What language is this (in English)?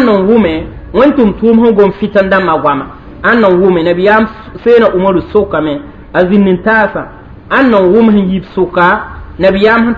Mossi